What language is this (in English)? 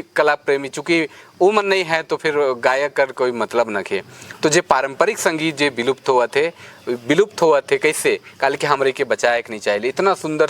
Sadri